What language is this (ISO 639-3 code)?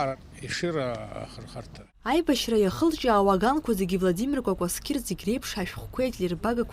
abk